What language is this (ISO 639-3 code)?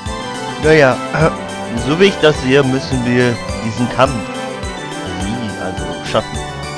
deu